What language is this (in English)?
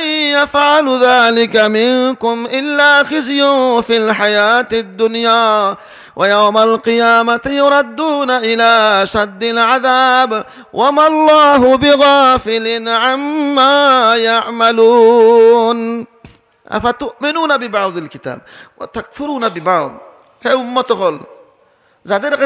Sylheti